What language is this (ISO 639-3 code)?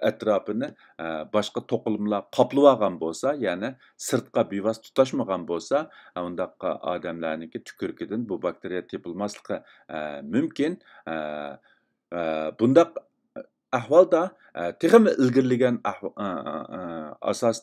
uig